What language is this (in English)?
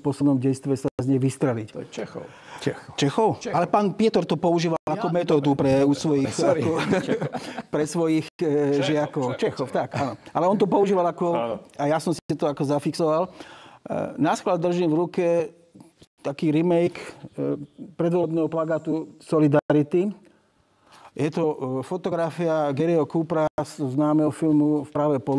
Slovak